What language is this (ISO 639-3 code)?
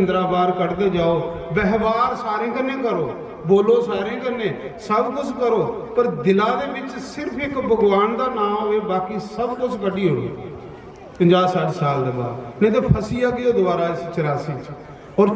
doi